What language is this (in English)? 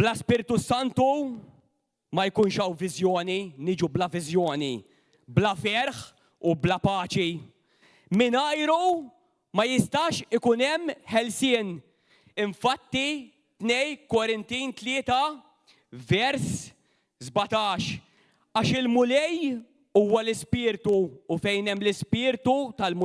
Maltese